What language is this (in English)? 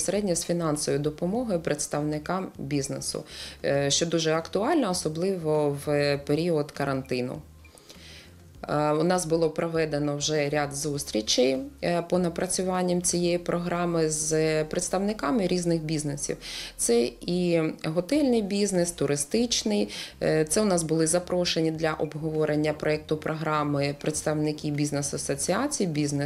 Ukrainian